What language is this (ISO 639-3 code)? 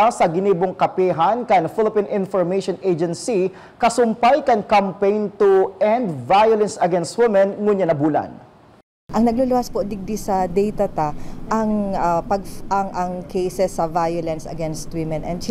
bik